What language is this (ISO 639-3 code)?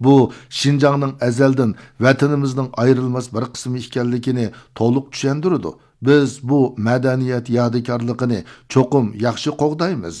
uig